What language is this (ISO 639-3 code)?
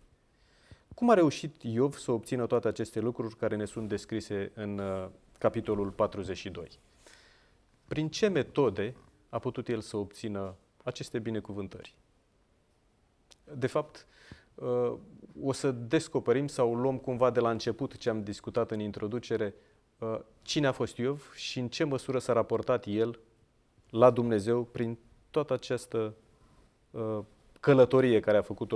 ron